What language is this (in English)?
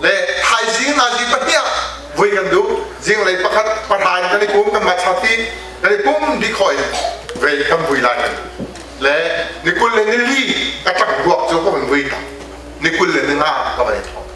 Hakha Chin